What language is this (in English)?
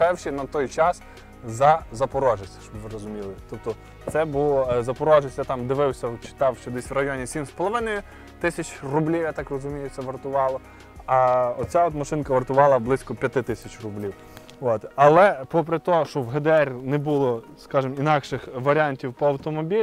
Ukrainian